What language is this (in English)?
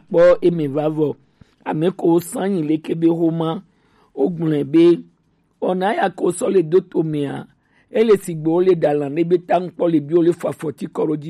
Gen